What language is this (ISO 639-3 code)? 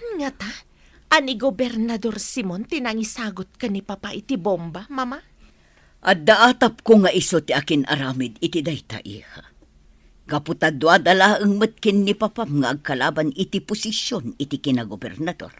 ilo